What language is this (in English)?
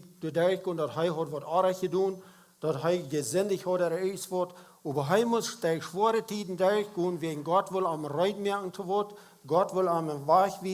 Plautdietsch